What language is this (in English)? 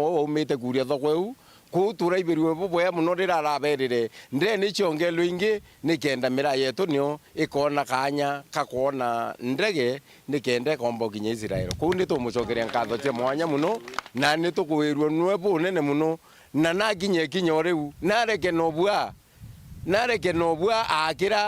Meru